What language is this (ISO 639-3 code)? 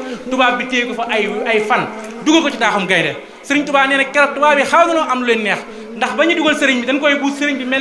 wol